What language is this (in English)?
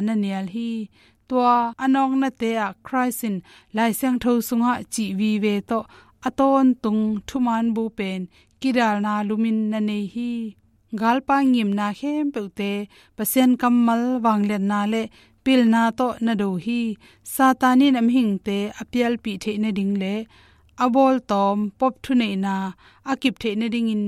Tedim Chin